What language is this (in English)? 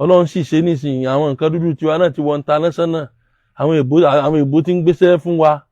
Yoruba